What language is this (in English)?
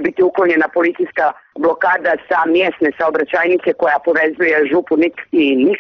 Serbian